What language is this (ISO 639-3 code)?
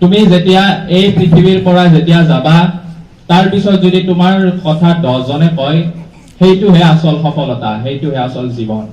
asm